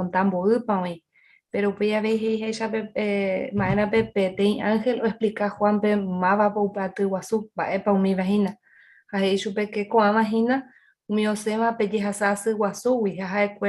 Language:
Guarani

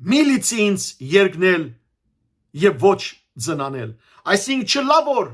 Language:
Western Armenian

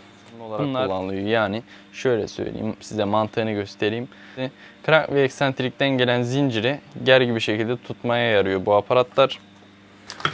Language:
Turkish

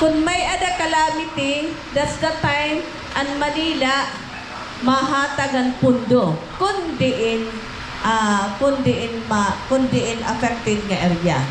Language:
Waray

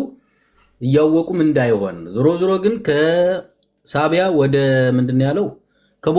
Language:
Amharic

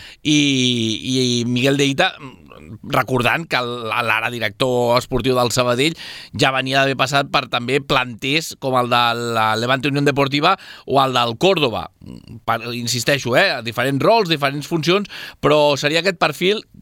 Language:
Catalan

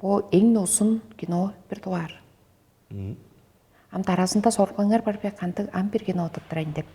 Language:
Tuvinian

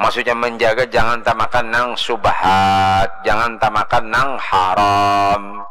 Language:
Banjar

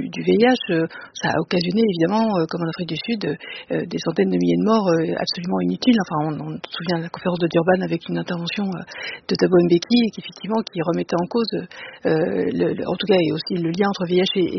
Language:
French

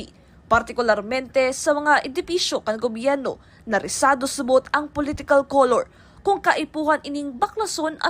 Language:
Bikol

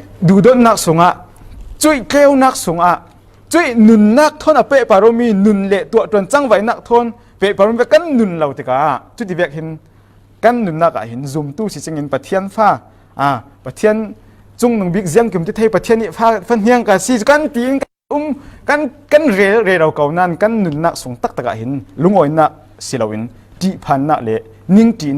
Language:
Falam Chin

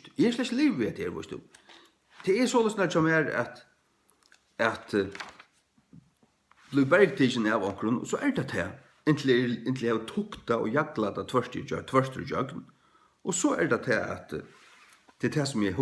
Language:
Faroese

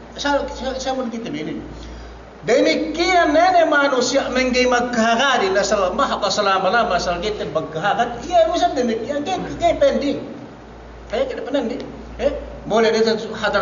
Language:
Yakan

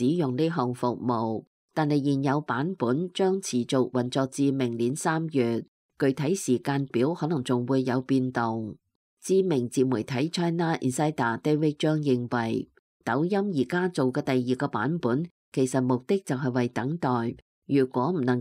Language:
Cantonese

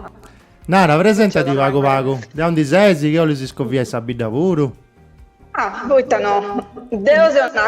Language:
Sardinian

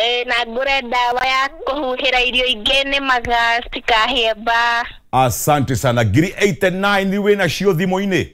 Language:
Kikuyu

